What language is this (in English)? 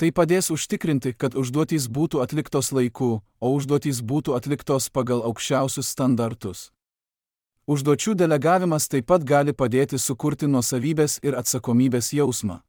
Lithuanian